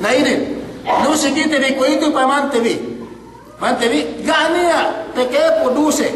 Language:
Yakan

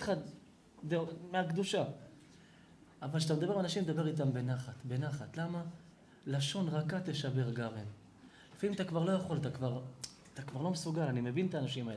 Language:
Hebrew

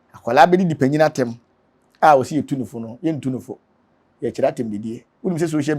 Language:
Akan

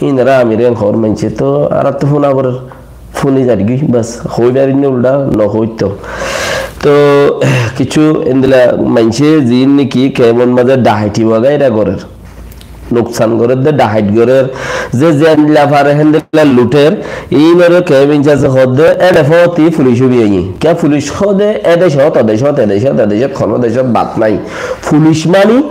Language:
Rohingya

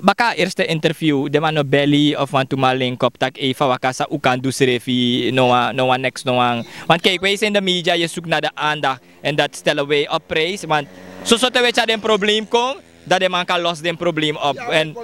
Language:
Sranan Tongo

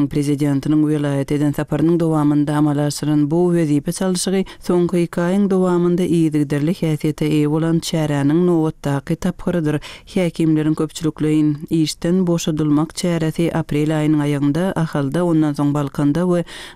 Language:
Turkmen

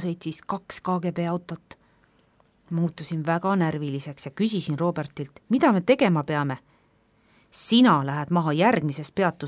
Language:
Estonian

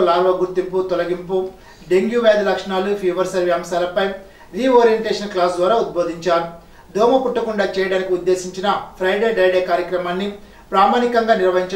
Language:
Telugu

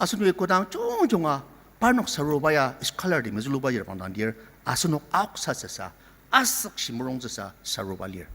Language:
Ao Naga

